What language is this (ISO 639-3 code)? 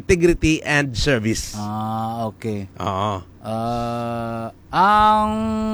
hil